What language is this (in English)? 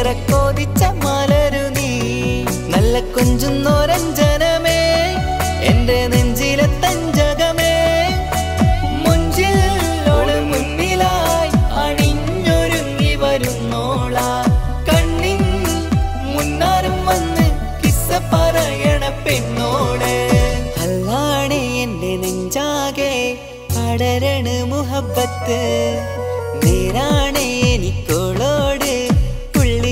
Malayalam